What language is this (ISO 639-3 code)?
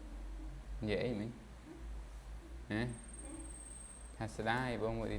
khm